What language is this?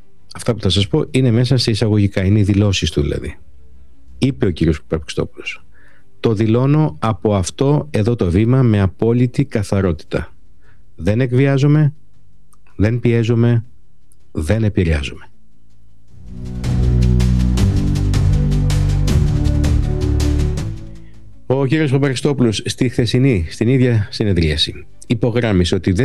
Greek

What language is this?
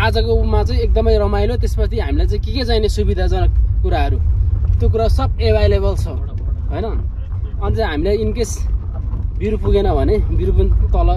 Nepali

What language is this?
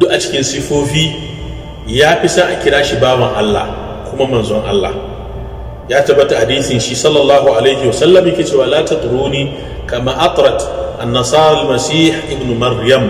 Hausa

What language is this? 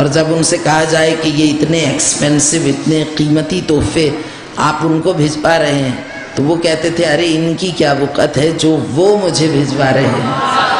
Urdu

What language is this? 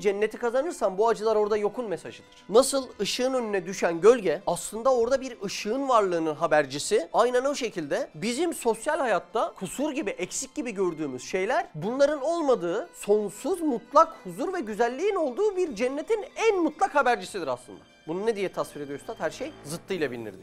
Turkish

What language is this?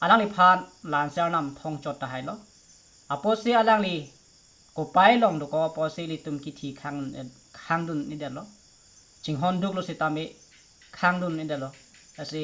Karbi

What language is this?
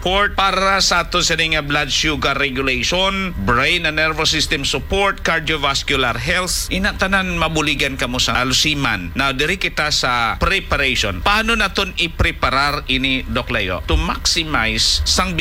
Hiligaynon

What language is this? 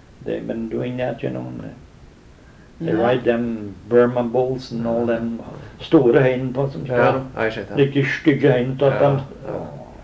Norwegian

